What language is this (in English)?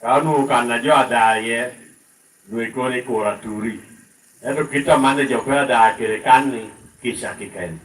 Lango (Uganda)